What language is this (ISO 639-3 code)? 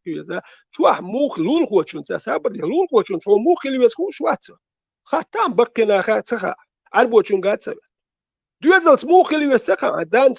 che